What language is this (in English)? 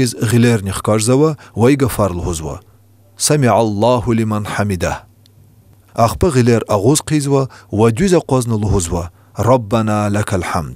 Lezghian